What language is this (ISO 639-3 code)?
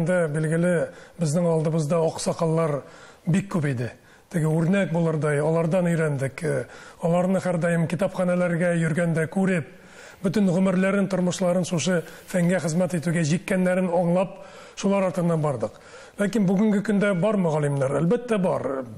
tat